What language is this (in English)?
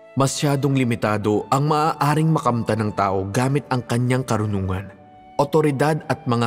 Filipino